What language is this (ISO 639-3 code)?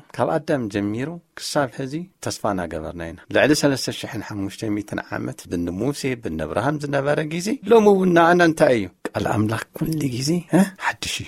tir